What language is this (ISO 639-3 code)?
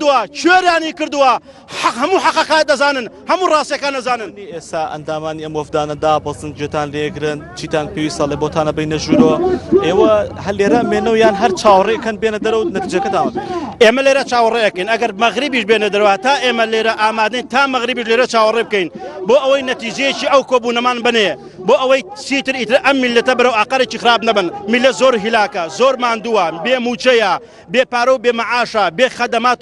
ckb